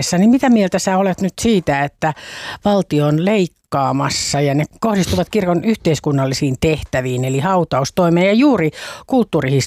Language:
Finnish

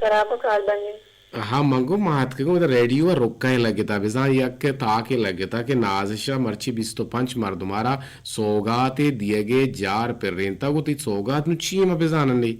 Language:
Eastern Balochi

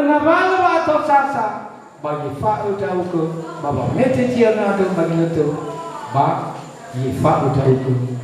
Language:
Nias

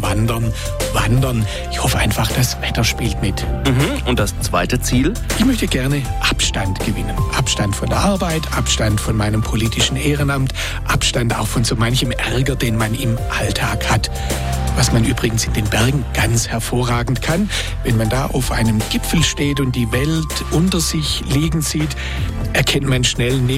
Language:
German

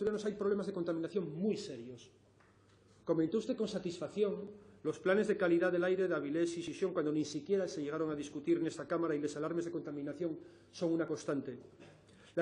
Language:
Asturian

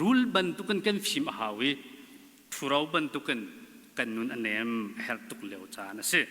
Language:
Hakha Chin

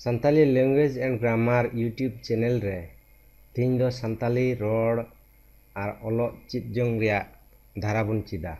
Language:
Santali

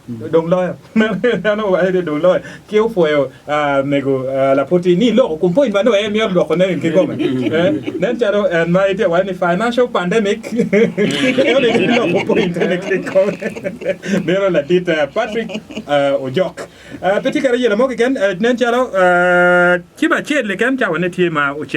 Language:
Acoli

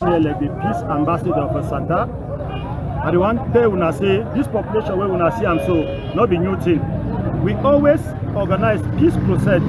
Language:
Cameroon Pidgin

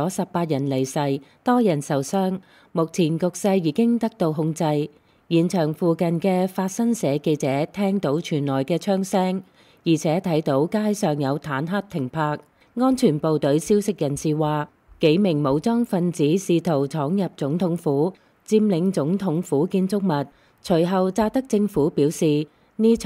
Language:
Cantonese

